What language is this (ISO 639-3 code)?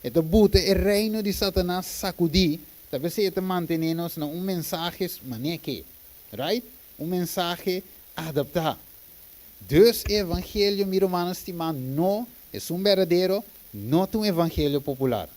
pap